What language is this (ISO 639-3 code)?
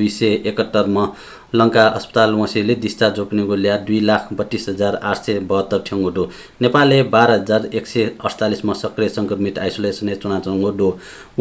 new